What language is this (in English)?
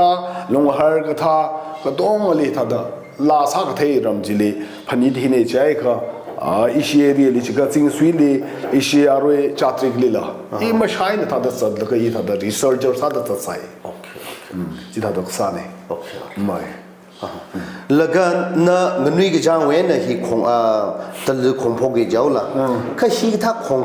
Tangkhul Naga (India)